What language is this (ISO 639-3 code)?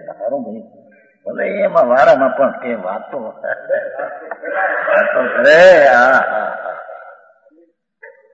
guj